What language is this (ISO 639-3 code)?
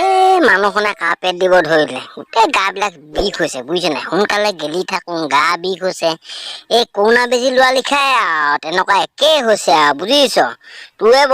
asm